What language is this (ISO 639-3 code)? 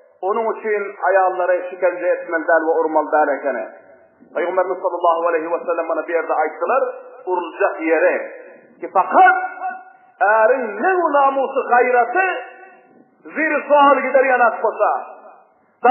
tuk